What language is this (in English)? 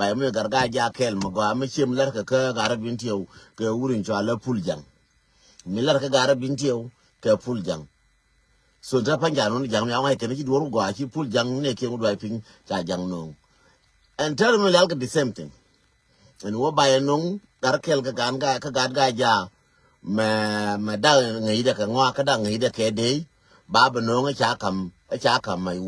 Nuer